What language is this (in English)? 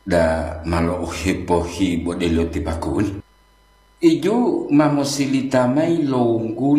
Gorontalo